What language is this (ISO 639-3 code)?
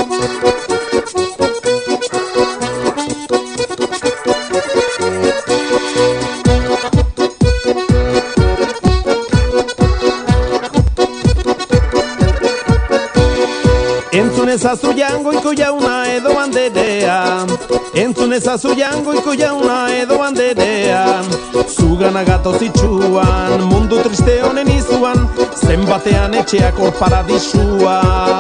eus